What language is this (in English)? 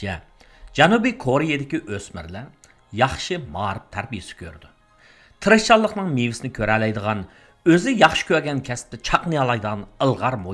Uyghur